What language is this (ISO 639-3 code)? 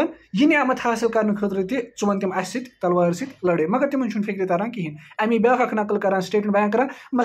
kas